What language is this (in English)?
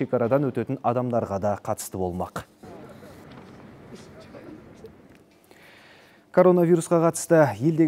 Kazakh